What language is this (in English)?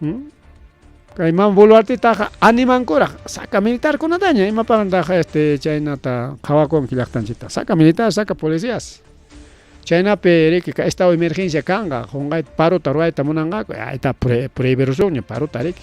Ayacucho Quechua